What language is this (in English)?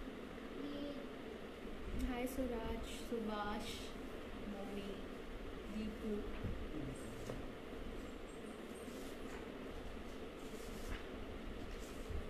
Malayalam